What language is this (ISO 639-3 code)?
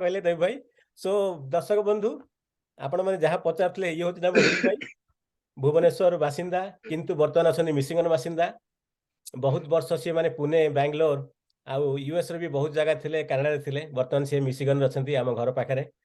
ori